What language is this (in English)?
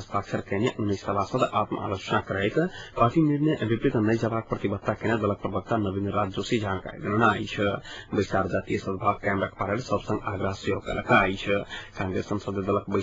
Maithili